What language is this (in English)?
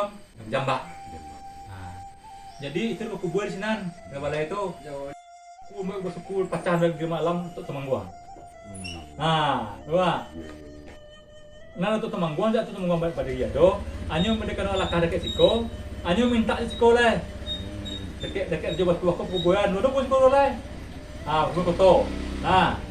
Minangkabau